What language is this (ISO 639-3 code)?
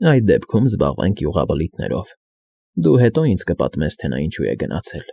hye